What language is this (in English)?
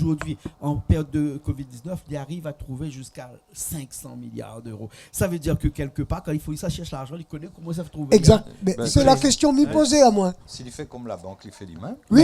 Réunion Creole French